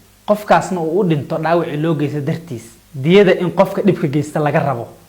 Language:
Somali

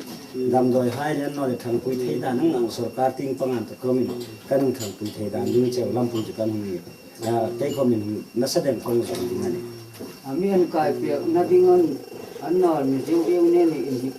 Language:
Hmar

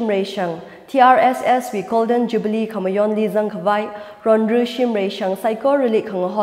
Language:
Tangkhul Naga (India)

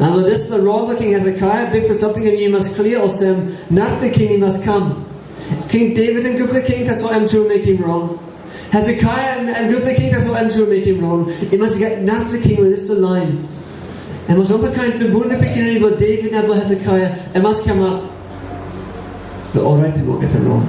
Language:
Tok Pisin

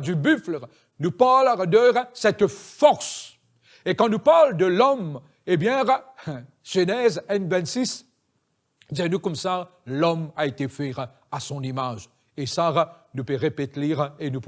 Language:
Morisyen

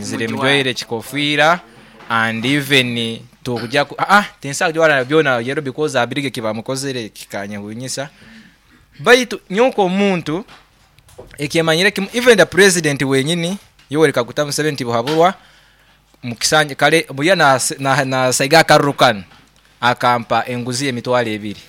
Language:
Nyoro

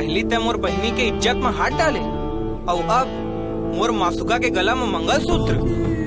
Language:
Chhattisgarhi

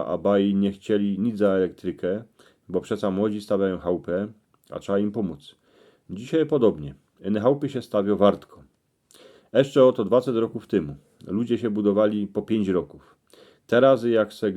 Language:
Silesian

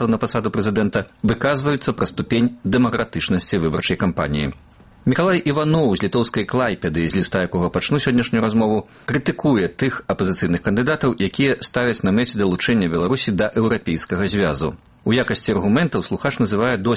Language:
Belarusian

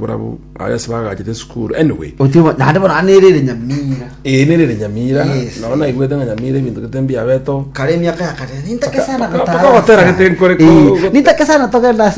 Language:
Gusii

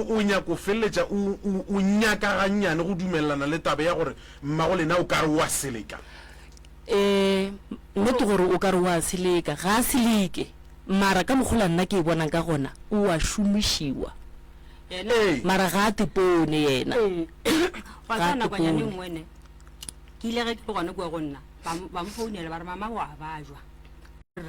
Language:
Northern Sotho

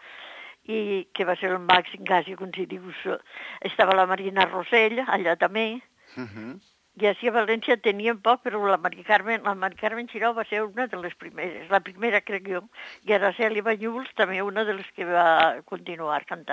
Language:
Catalan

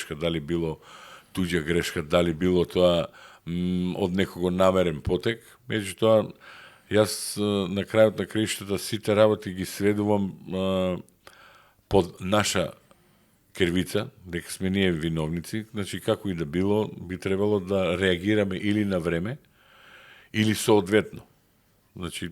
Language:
Macedonian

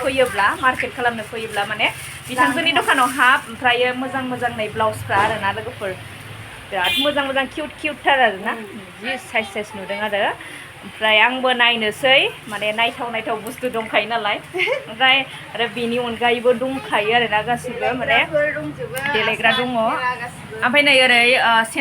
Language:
Bodo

